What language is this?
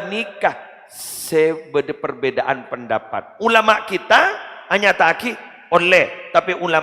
Madurese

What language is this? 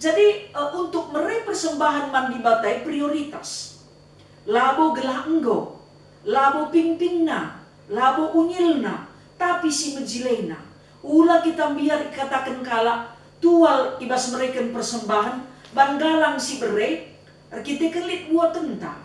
Batak Karo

